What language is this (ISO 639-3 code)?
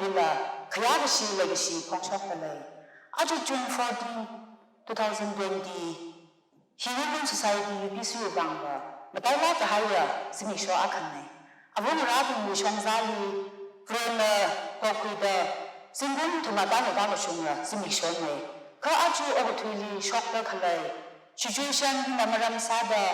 nmf